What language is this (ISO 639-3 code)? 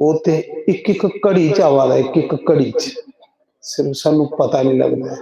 doi